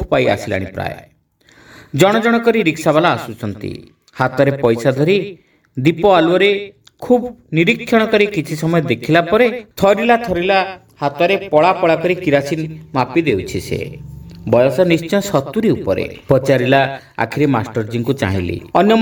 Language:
Odia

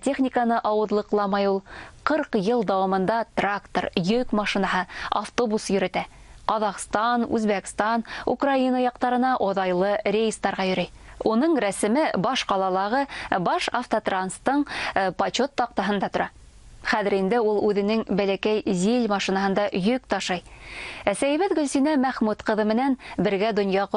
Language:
Bashkir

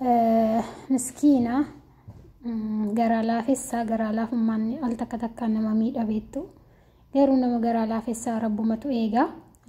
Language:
Oromo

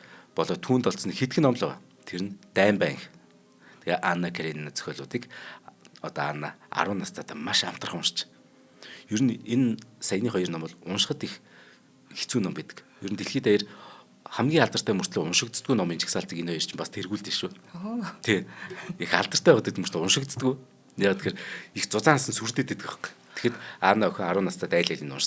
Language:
Mongolian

